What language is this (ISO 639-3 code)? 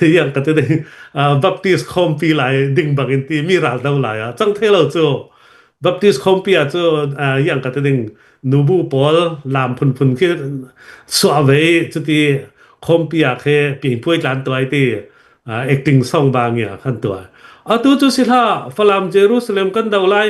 cnh